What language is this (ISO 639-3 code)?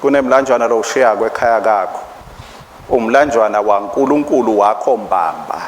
ssw